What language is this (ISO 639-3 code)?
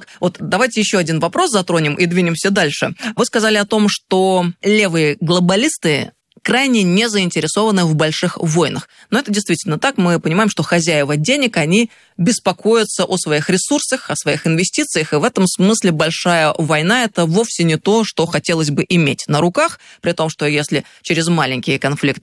rus